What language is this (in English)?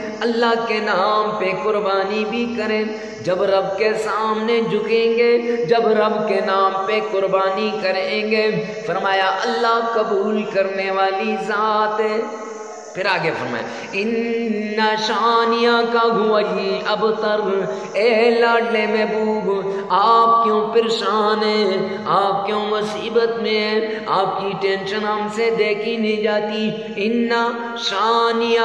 Urdu